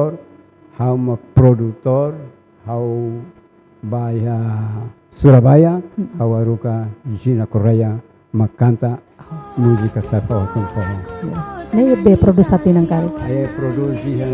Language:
Tetum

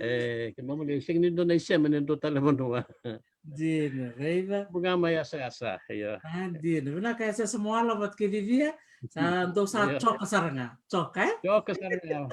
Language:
Fijian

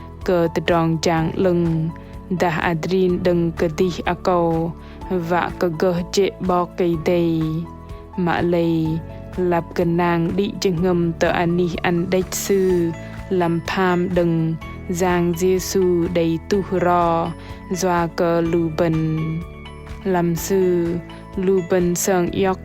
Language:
Bahnar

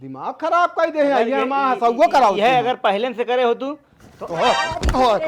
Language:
Awadhi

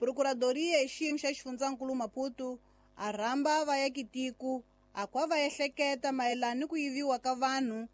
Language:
Tsonga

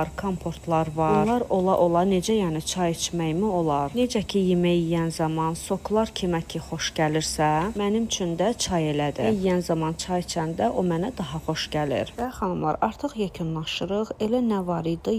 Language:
Azerbaijani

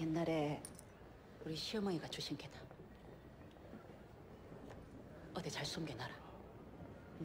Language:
Korean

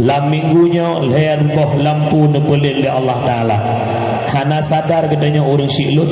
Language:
Achinese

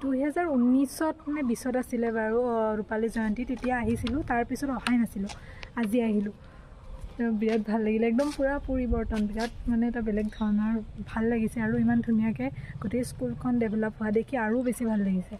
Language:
Assamese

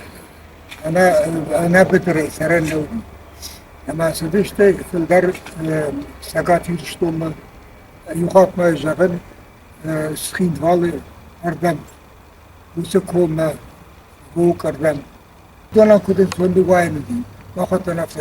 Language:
Ossetic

